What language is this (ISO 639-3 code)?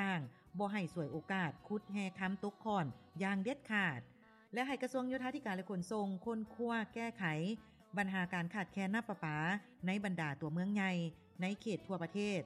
lao